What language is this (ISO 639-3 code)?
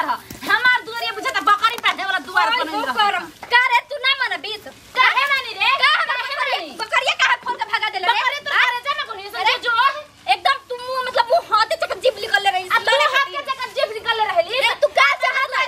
bho